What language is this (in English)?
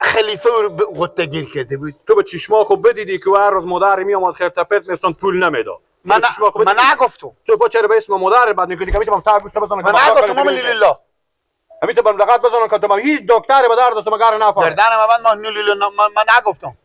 Persian